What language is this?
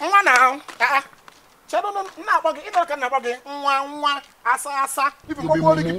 Igbo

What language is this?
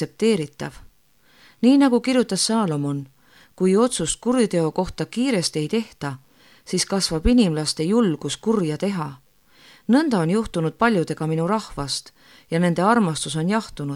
Estonian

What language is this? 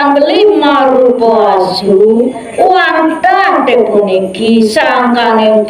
Balinese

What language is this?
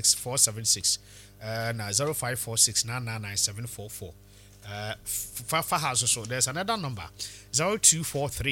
Akan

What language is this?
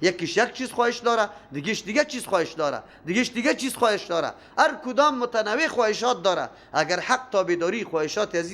Persian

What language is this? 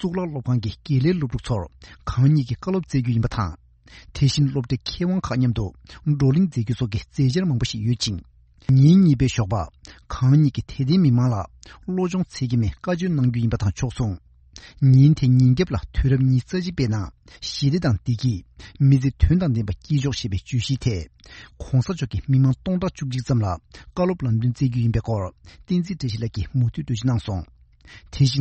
Serbian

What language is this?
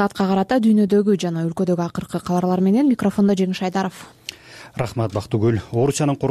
Kyrgyz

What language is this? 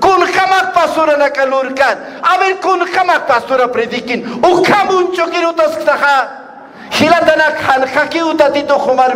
Aymara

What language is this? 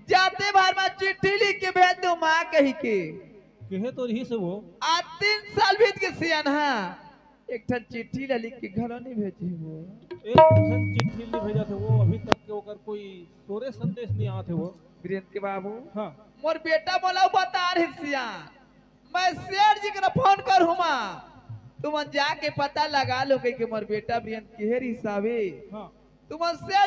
Chhattisgarhi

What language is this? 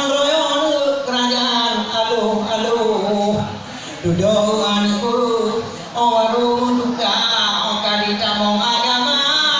Achinese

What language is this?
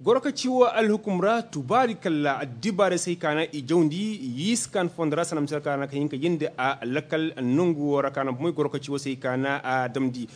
Koyraboro Senni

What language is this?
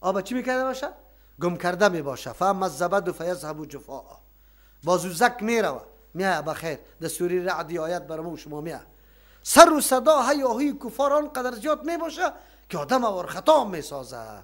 Persian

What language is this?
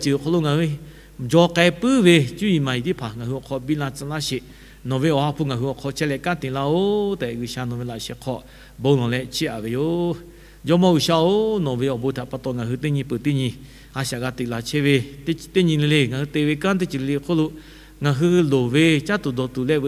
Lahu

